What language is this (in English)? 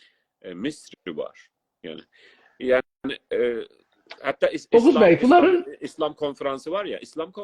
South Azerbaijani